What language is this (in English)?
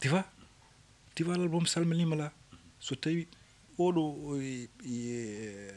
Fula